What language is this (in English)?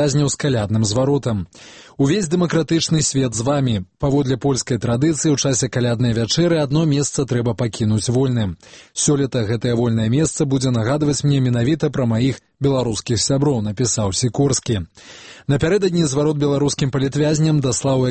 Belarusian